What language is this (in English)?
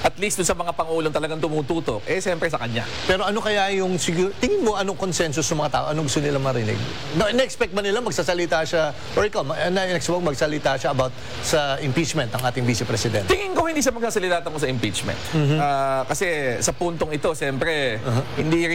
Filipino